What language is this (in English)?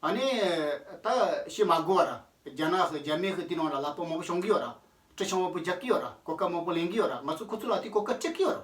Tibetan